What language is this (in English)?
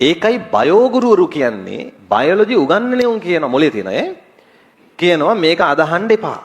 Sinhala